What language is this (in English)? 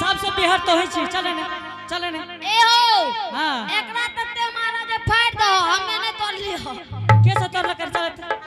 Angika